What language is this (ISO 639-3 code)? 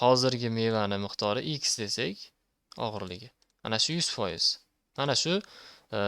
uzb